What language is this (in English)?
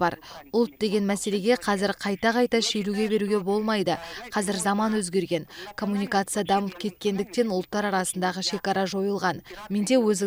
Kazakh